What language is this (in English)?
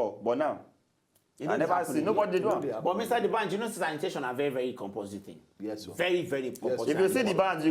Nigerian Pidgin